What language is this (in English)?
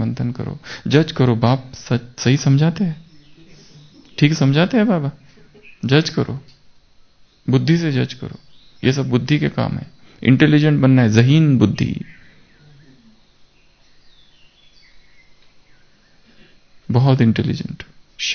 Hindi